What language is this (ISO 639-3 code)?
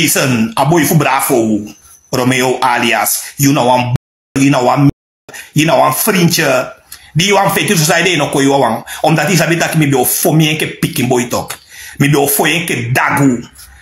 srn